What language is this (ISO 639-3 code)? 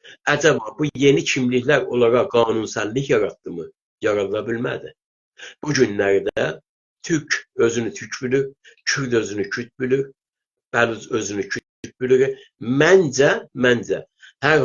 azb